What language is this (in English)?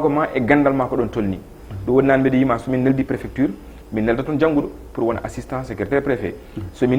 Fula